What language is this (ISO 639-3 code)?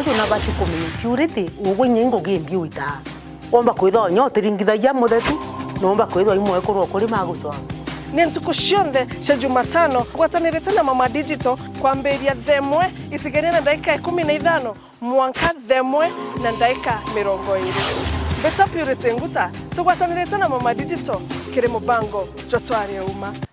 mer